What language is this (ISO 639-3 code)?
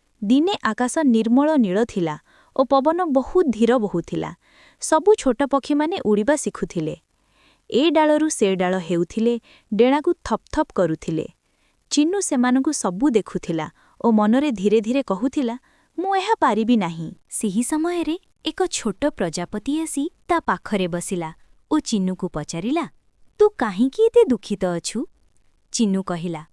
ori